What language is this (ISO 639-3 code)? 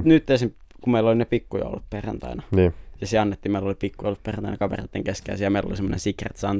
fin